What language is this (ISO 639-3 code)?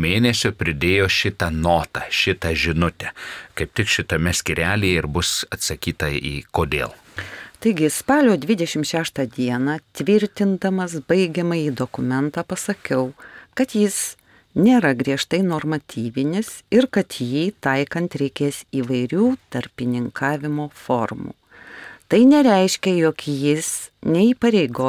lit